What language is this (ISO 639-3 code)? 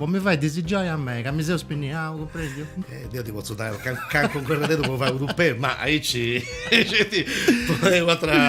srd